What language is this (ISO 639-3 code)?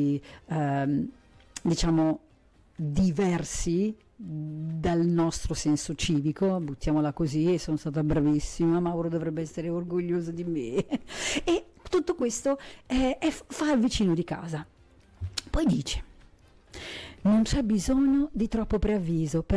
ita